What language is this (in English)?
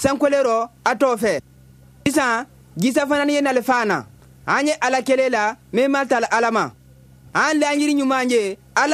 Bambara